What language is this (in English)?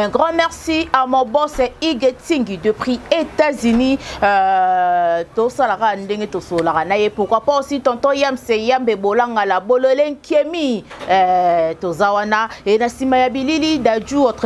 Lingala